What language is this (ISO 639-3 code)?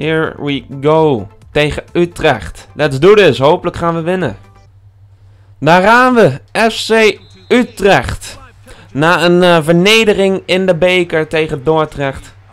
nld